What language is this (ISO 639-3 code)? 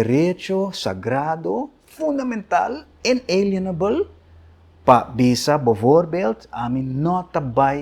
pap